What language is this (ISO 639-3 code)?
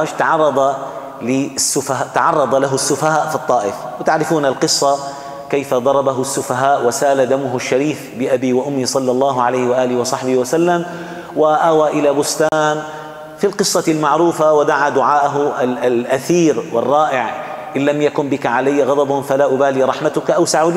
ara